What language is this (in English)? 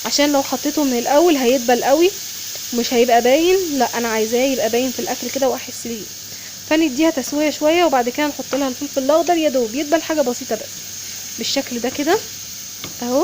Egyptian Arabic